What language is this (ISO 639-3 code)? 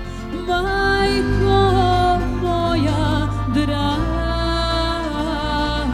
srp